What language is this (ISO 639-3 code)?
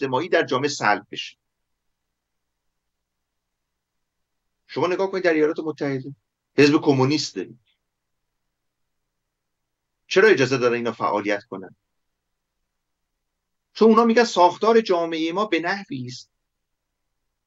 fas